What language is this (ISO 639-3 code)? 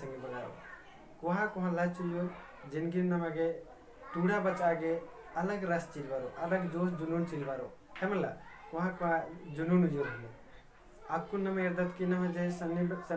kru